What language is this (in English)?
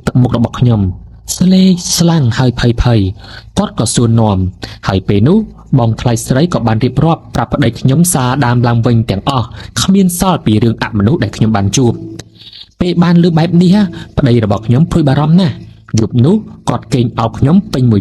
Khmer